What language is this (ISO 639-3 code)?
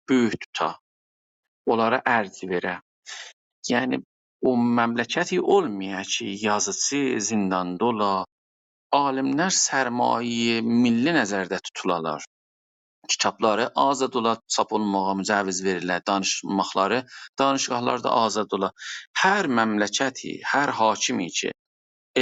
azb